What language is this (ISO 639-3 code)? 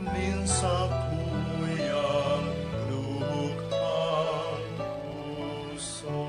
bik